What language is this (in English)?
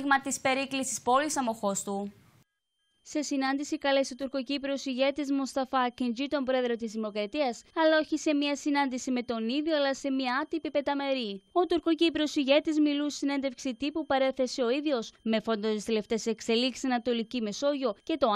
Greek